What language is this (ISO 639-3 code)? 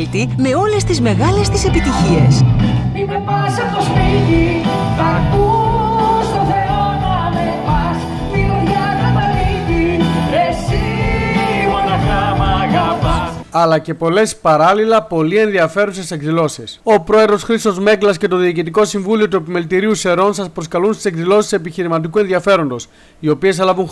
ell